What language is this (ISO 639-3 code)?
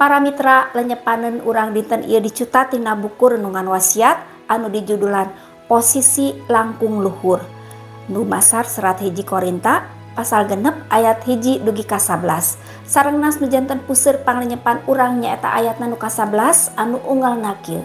sun